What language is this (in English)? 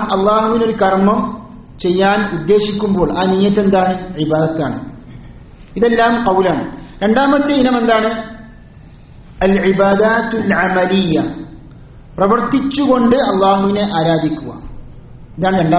Malayalam